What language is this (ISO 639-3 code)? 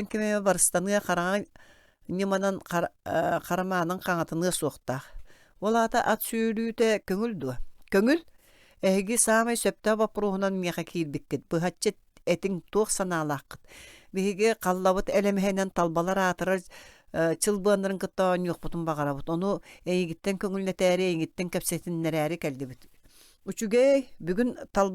sah